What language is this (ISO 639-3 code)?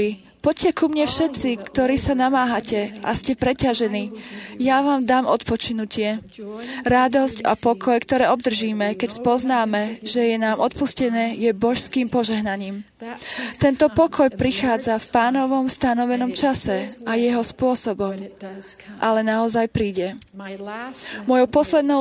slk